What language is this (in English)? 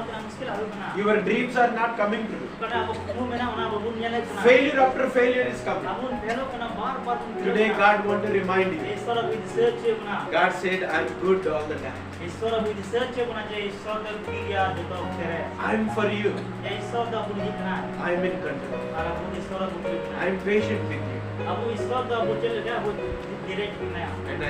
Santali